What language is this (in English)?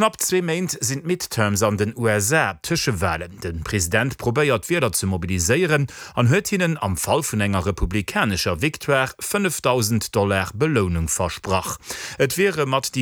Luxembourgish